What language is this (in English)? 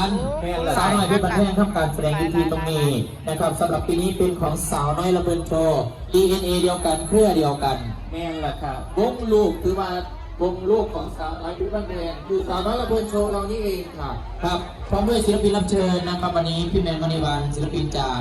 Northeastern Thai